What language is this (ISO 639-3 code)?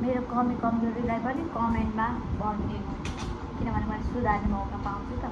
nep